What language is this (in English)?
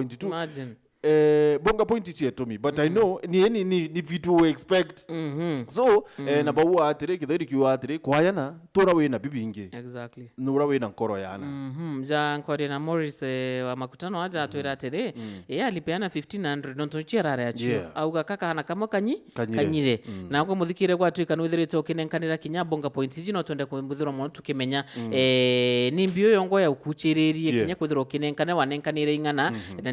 Meru